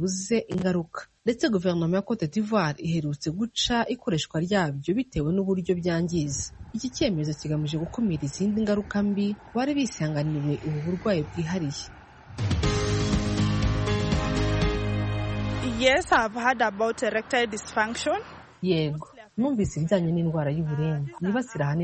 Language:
Kinyarwanda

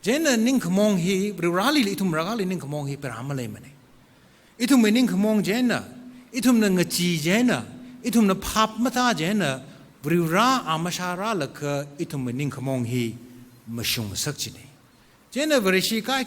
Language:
Tangkhul Naga (India)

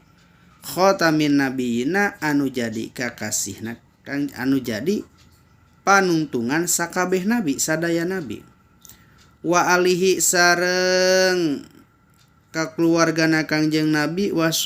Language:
Sundanese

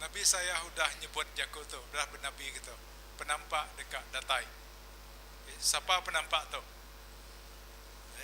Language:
Iban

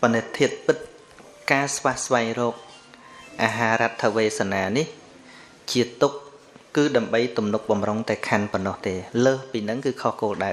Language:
Khmer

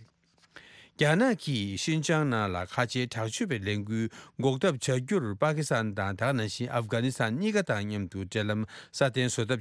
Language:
Tibetan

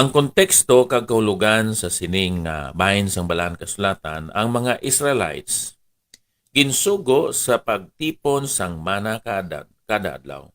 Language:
Hiligaynon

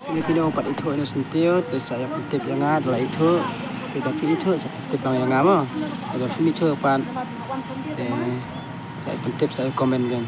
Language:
Khasi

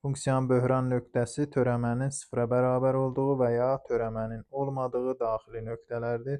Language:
Azerbaijani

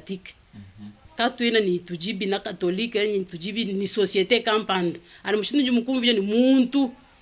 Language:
Luba-Lulua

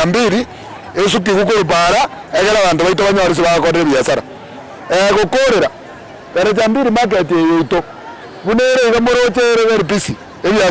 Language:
Gusii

